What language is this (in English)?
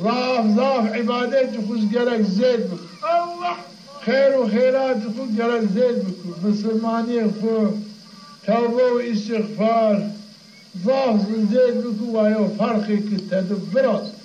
Zaza